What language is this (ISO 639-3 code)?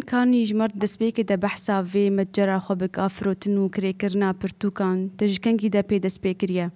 kur